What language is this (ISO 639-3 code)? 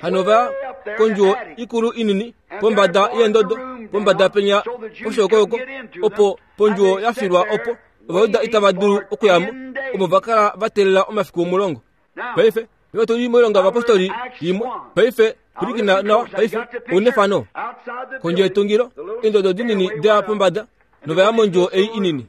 kua